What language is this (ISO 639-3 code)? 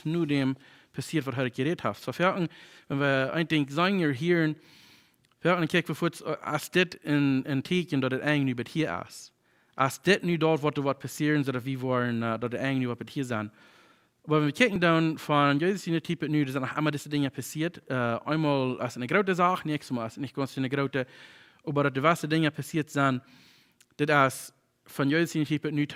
pdt